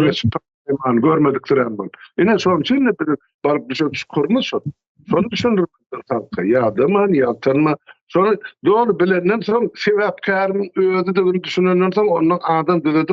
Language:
Turkmen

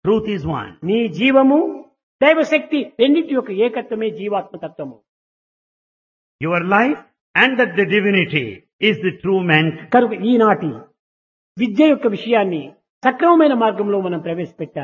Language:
Telugu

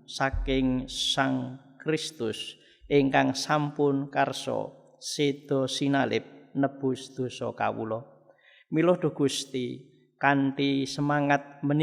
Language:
Javanese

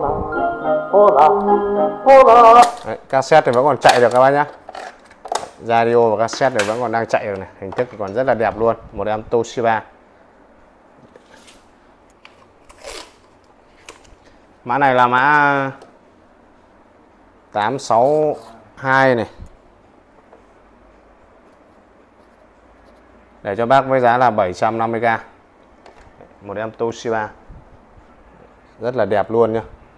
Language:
Vietnamese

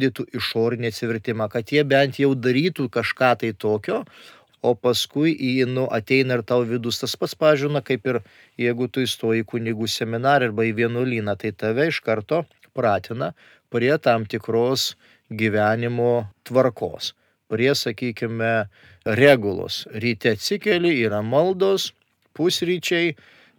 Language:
Lithuanian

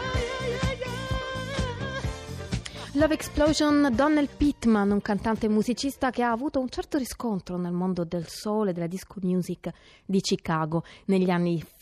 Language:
Italian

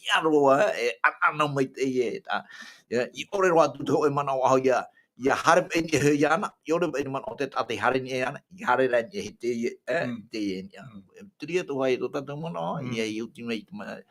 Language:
Tahitian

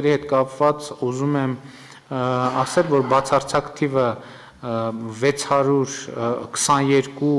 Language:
Armenian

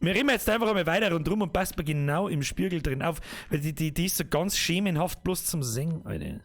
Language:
Bavarian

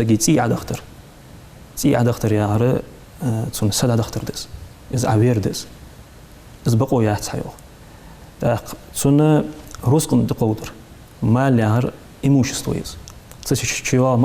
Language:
Ingush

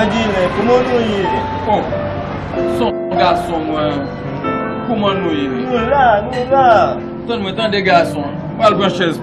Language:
Haitian Creole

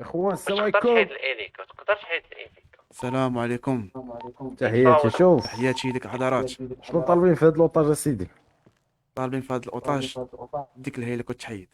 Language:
Moroccan Arabic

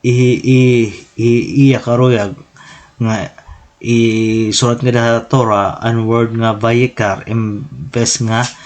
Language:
Waray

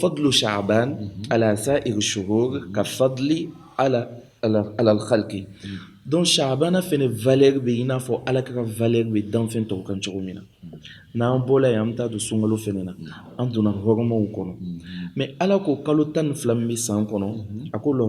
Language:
Bambara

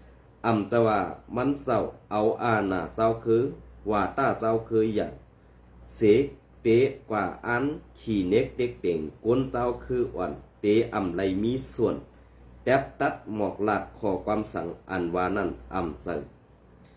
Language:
Shan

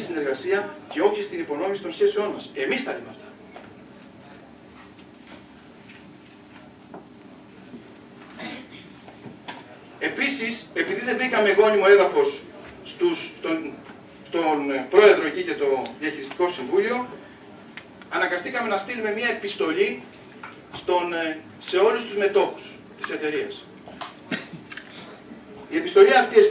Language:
Greek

